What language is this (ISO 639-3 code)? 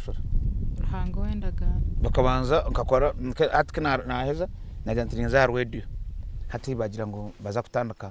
nyn